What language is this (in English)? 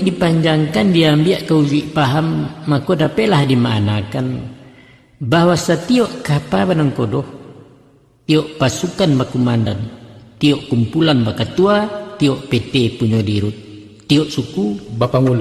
Minangkabau